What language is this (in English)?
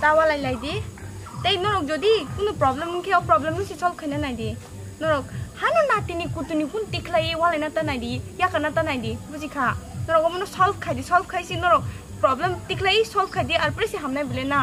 Kok Borok